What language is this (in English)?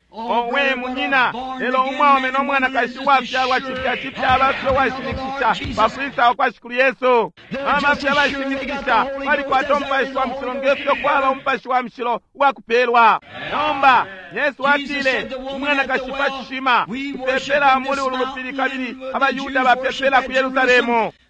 Bemba